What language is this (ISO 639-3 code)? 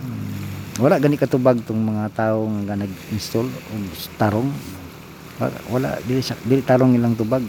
ceb